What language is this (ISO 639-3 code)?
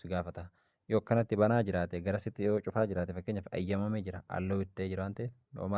orm